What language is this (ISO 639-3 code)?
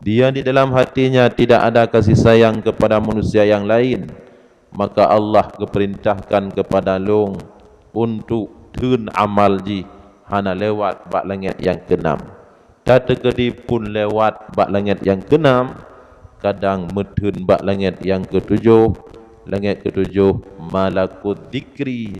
ace